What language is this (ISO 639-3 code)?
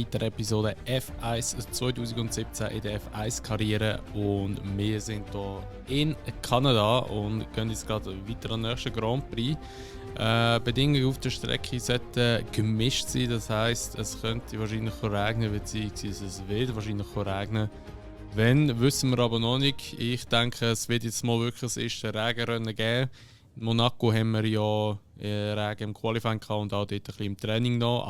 gsw